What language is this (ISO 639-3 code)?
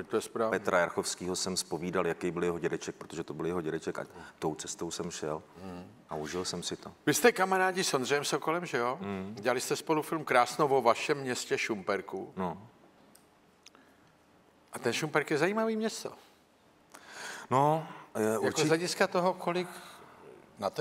ces